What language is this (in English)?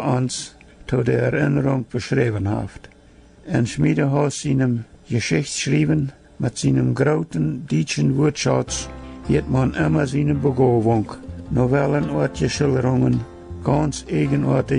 Plautdietsch